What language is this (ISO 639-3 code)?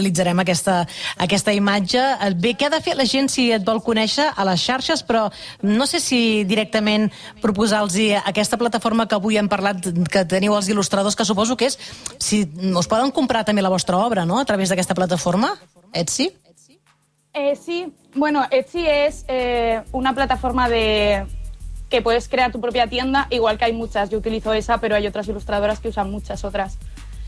cat